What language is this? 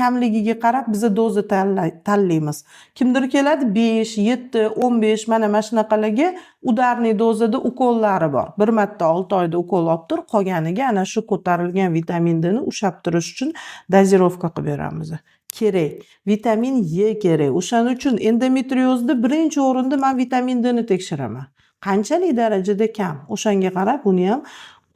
Uzbek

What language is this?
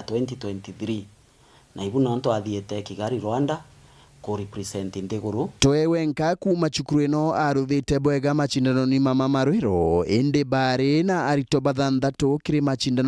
Meru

